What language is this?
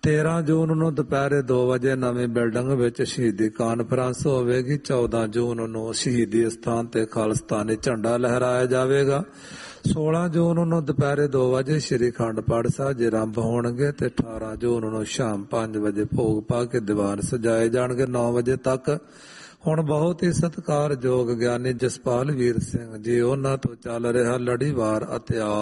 Punjabi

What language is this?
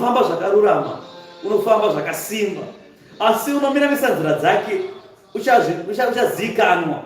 Shona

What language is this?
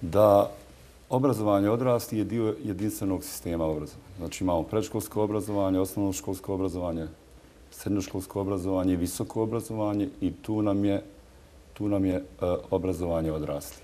Bosnian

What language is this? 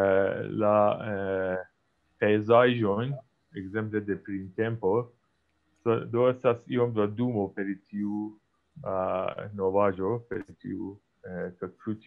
Esperanto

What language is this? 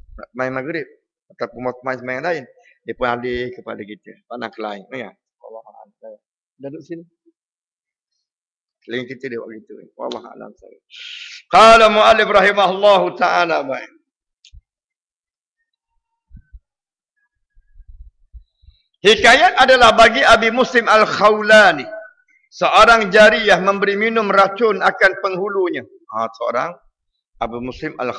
Malay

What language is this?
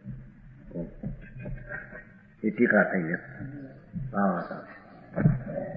Gujarati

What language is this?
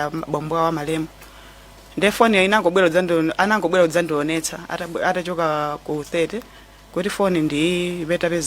Nyanja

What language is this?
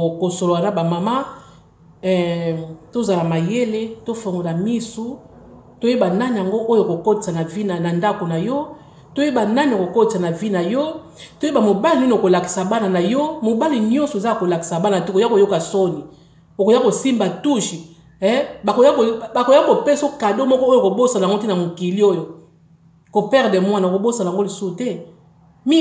Lingala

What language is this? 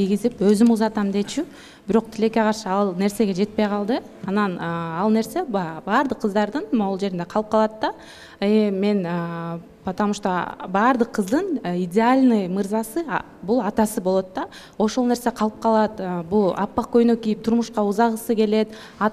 Kyrgyz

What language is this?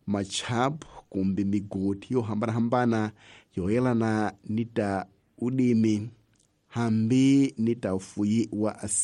Tsonga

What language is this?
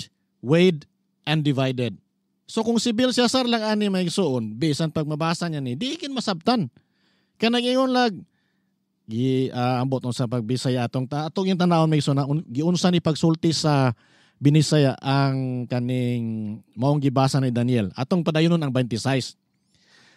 Cebuano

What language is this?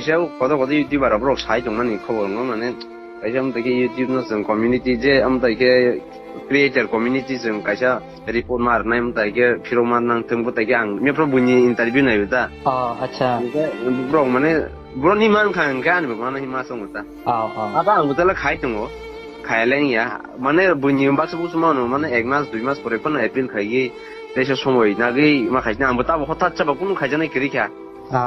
Kok Borok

